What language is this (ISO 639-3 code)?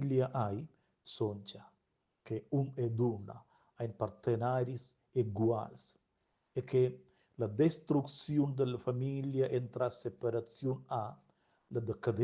roh